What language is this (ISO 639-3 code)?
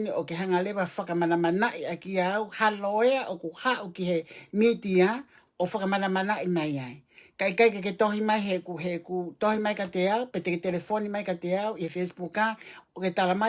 ton